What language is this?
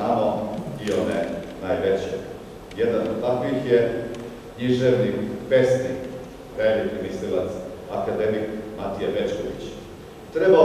Serbian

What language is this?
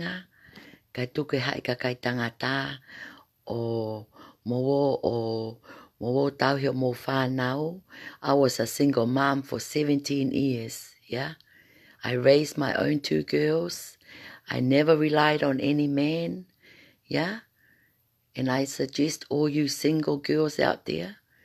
Tongan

